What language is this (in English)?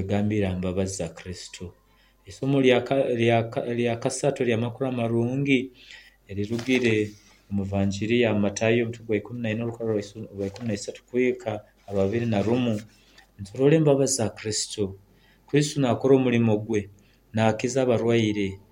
Nyoro